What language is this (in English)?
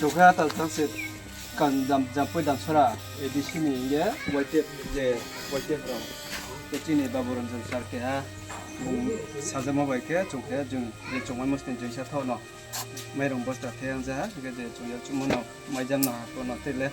Riang (India)